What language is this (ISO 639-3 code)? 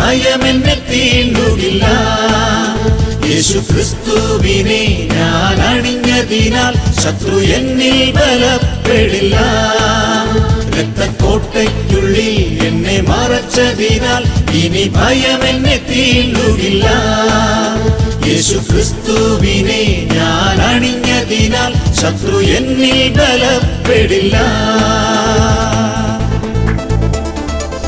mal